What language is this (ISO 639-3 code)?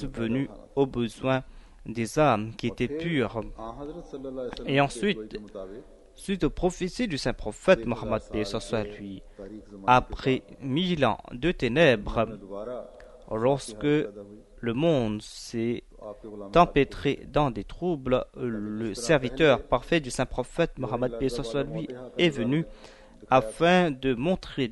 fra